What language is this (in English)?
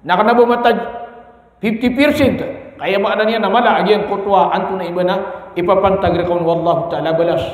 Maranao